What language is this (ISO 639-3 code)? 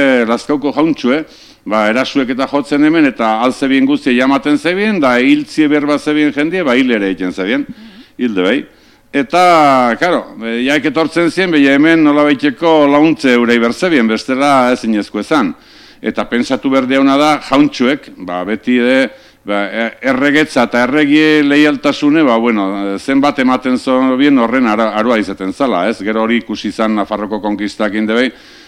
eus